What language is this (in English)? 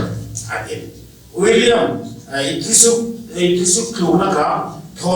Hmar